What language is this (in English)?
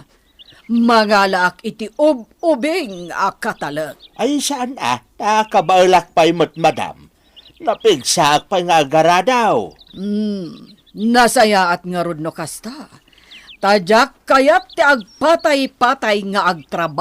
Iloko